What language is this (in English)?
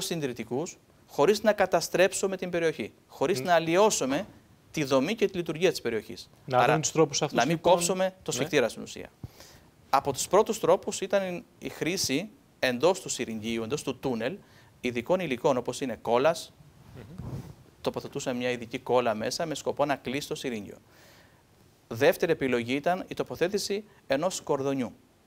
Greek